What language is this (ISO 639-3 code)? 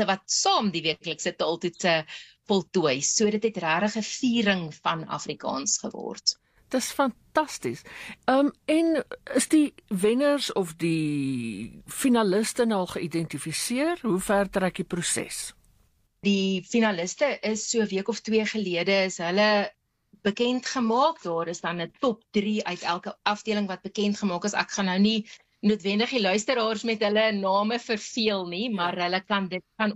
afr